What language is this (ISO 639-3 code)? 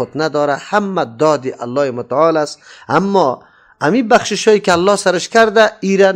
fas